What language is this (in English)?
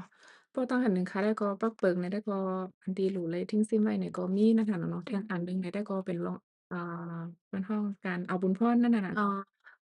Shan